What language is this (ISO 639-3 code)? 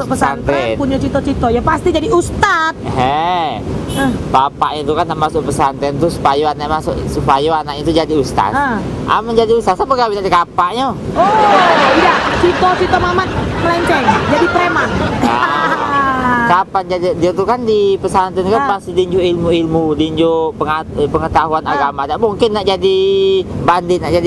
mui